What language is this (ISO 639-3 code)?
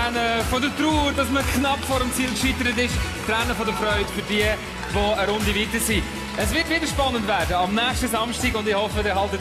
gsw